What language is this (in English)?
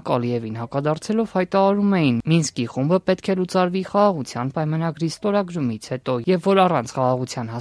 Armenian